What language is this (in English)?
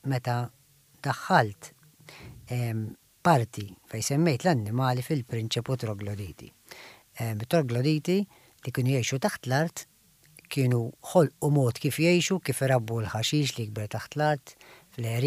Maltese